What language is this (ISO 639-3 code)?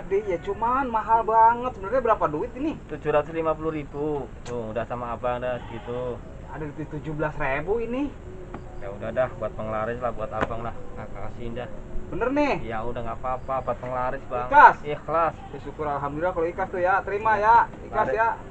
bew